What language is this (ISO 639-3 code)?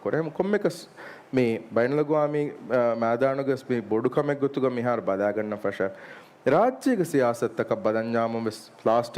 div